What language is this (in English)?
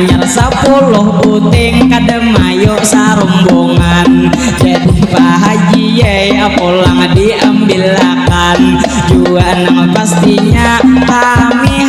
Banjar